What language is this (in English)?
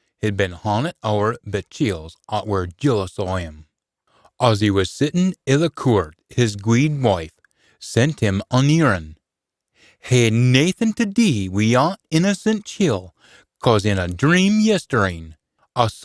Scots